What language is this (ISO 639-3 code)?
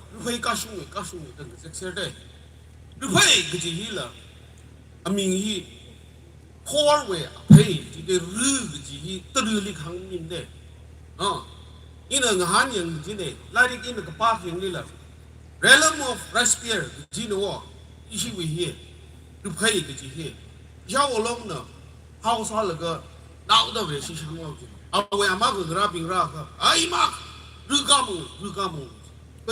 nmf